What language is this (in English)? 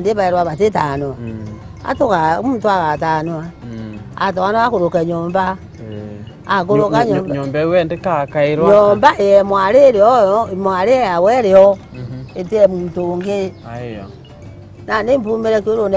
Meru